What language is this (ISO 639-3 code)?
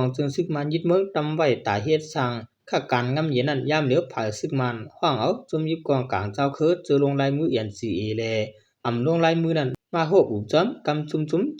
shn